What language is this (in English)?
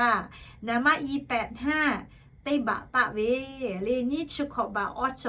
Lahu